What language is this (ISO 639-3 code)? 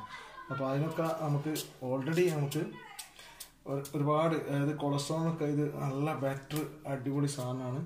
mal